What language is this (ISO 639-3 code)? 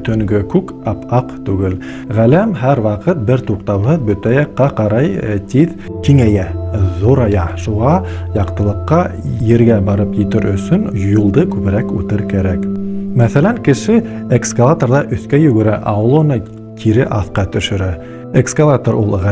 bak